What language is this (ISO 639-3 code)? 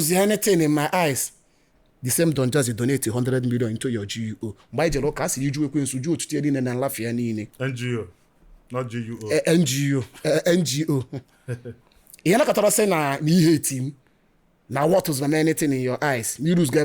ibo